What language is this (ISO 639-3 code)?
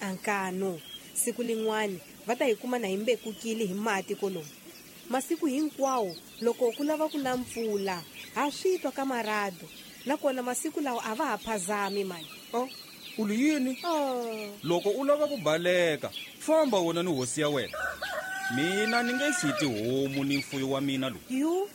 tso